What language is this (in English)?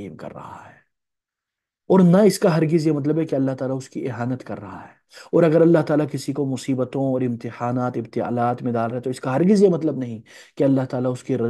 Urdu